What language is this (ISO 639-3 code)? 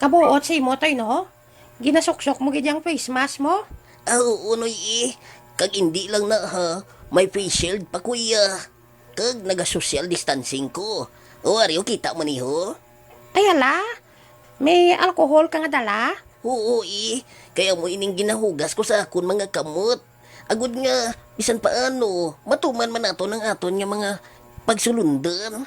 hil